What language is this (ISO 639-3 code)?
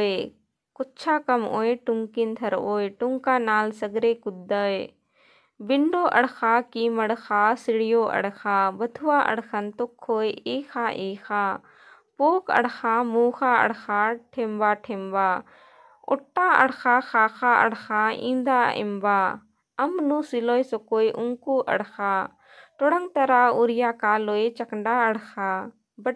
kru